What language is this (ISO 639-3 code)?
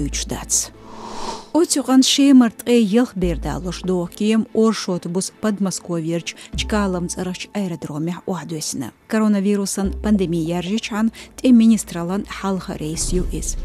che